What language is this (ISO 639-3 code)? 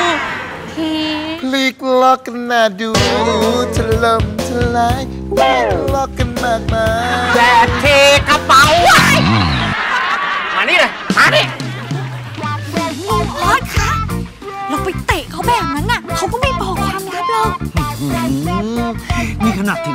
tha